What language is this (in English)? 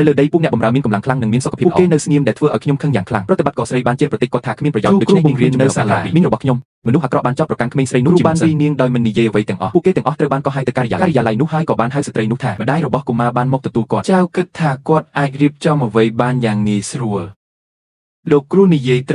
Khmer